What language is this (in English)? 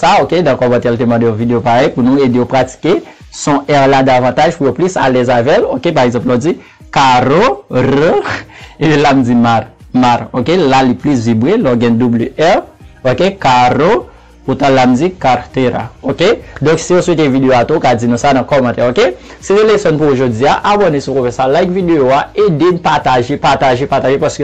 Haitian Creole